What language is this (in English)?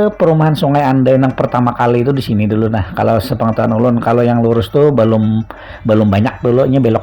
Banjar